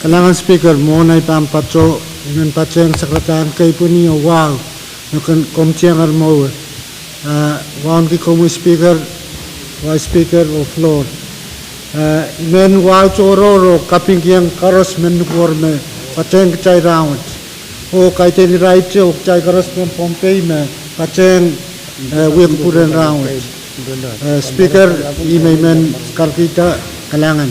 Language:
Pohnpeian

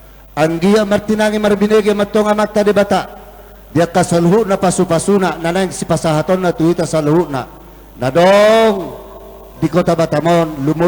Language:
Batak Toba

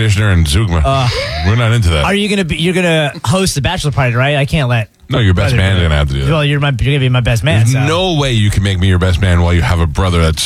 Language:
English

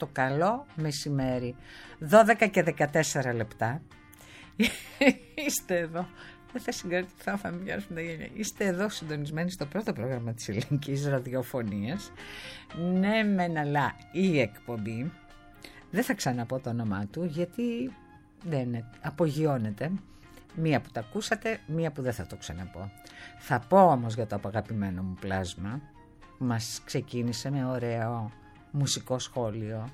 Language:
Greek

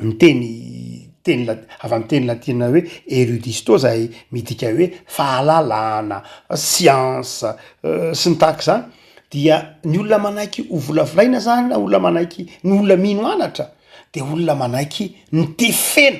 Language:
Malagasy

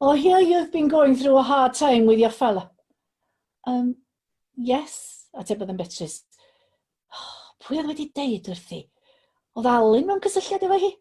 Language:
Welsh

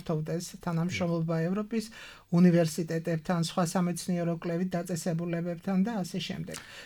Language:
Georgian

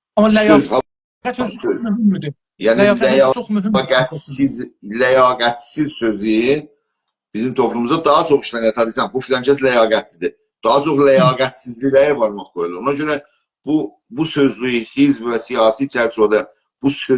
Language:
South Azerbaijani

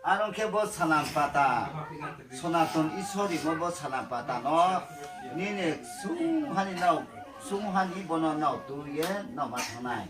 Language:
Riang (India)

